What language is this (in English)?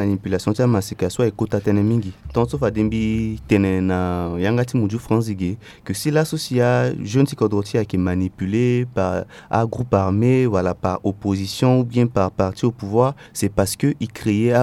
Sango